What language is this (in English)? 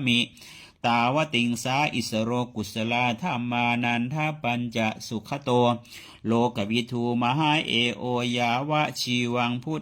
Pali